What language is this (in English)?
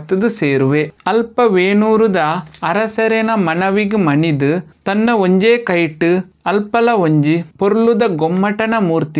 Tulu